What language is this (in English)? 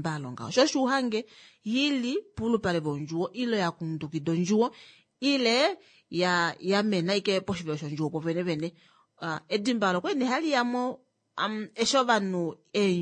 Kuanyama